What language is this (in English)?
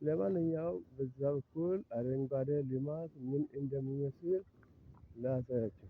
Amharic